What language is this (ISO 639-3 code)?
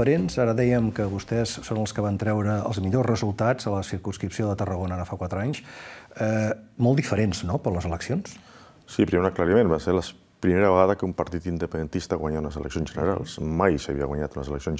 cat